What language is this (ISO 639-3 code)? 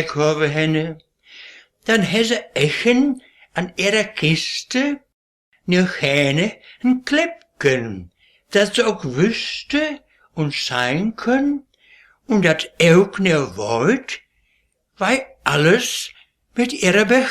wep